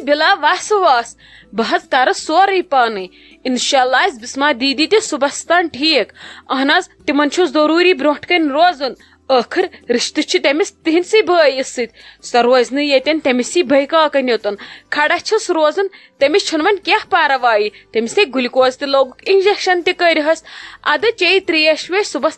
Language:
Kashmiri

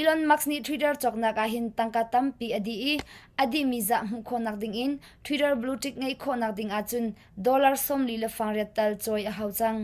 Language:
Hakha Chin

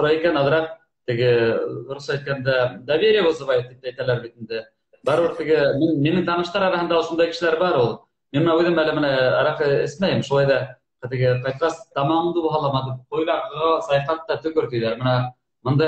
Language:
Bashkir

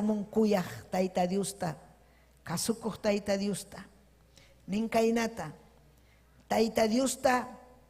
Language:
Ayacucho Quechua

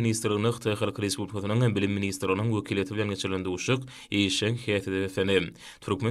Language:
Turkmen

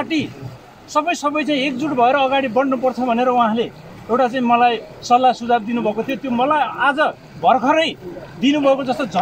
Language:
Nepali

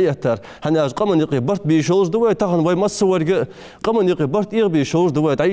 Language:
Ingush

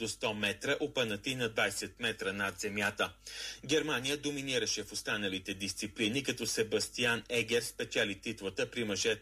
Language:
Bulgarian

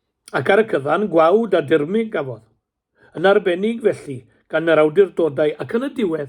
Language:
Welsh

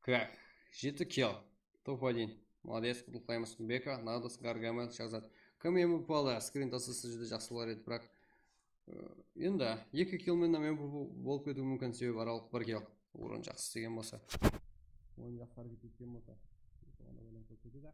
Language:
Kara-Kalpak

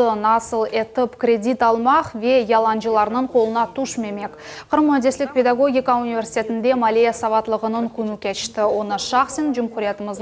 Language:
Crimean Tatar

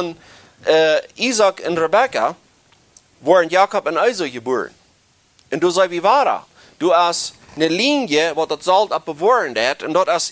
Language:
Plautdietsch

